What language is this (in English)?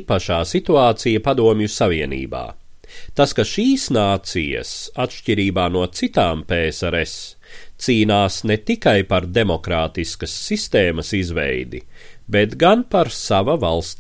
Latvian